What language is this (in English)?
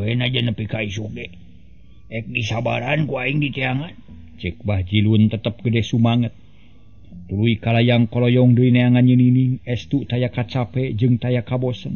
Sundanese